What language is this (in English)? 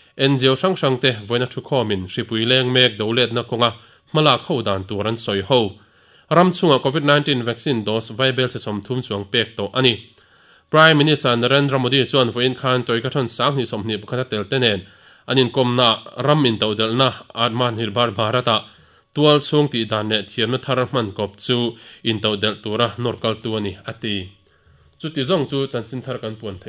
Mizo